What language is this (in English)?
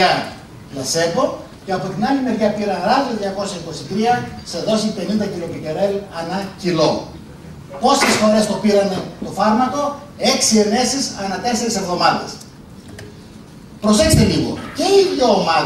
Greek